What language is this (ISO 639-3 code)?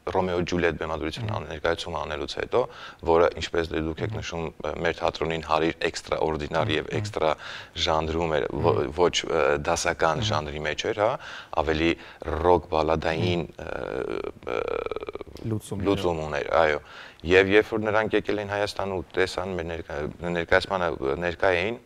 hye